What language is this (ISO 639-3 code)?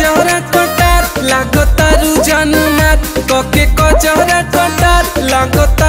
bho